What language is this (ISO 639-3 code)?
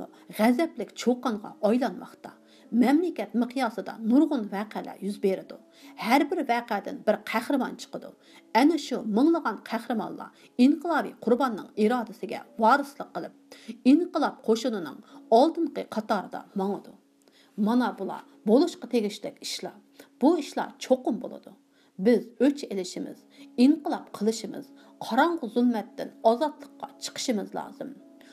uig